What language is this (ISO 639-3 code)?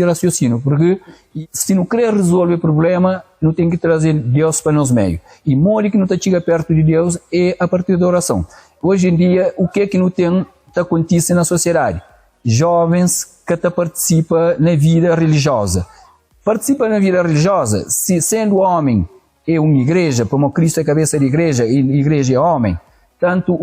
kea